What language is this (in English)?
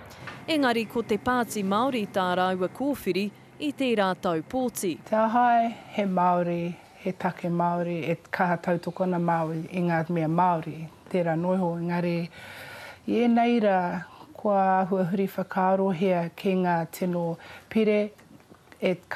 Māori